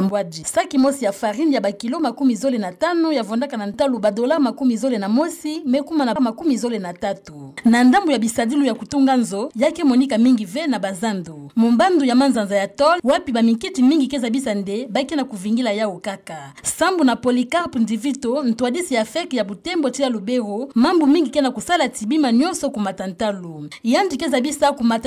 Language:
Kituba (Democratic Republic of Congo)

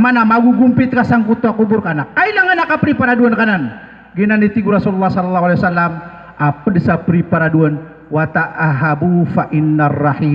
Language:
Maranao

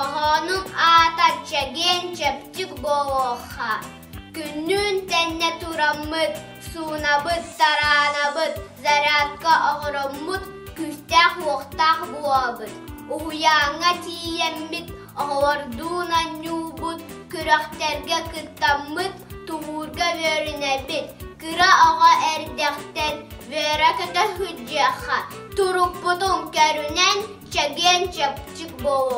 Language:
Yakut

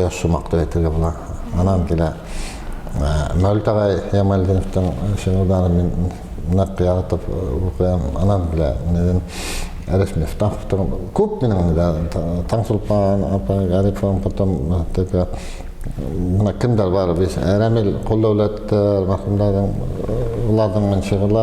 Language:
Bashkir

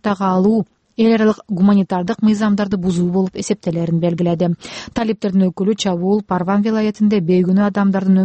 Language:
Kyrgyz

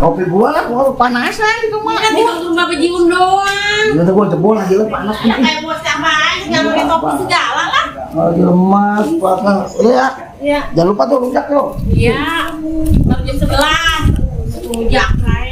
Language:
Betawi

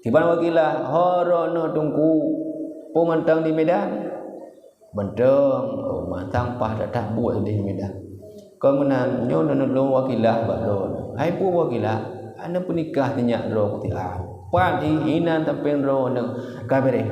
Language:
Achinese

